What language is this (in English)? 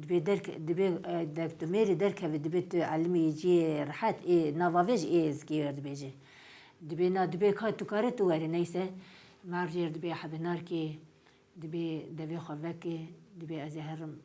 Kurdish